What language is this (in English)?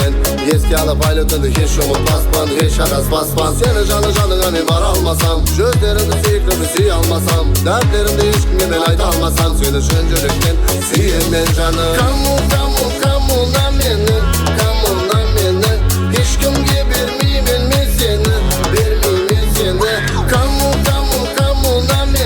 Kara-Kalpak